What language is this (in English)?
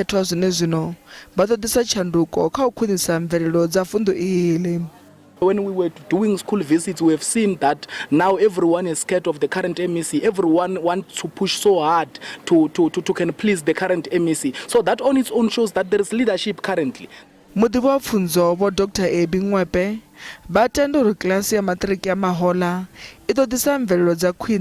Venda